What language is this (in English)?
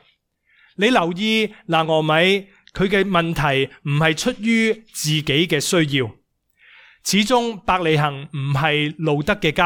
Cantonese